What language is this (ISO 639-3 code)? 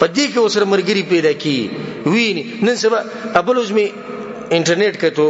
pus